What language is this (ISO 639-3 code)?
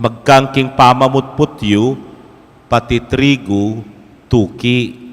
pam